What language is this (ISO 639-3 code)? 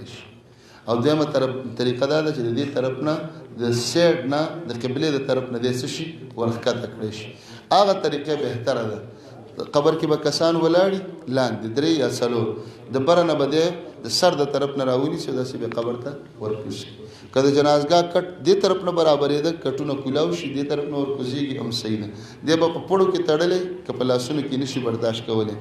pus